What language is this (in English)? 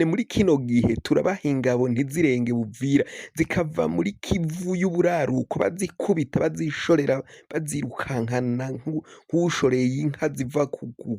Rundi